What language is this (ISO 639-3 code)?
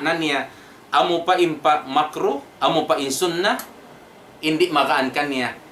tsg